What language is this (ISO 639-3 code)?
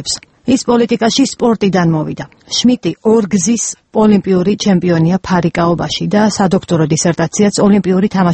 kat